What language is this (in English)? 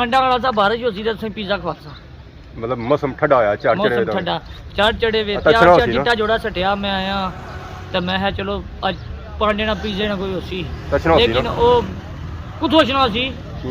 Pahari-Potwari